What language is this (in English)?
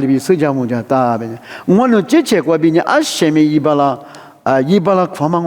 Lisu